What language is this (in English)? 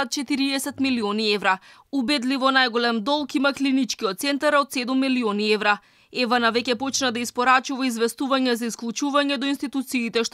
Macedonian